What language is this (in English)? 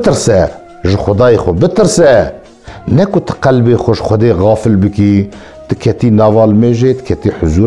Kurdish